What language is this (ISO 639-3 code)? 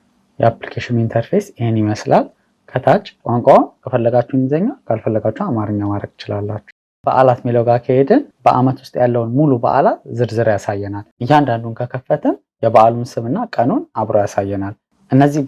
amh